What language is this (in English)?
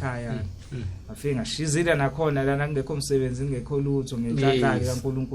Zulu